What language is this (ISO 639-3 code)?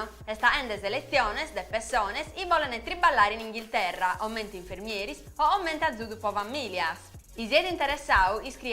srd